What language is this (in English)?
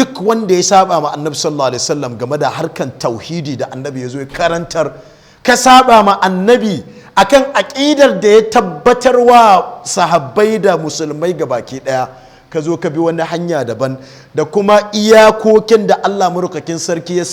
Hausa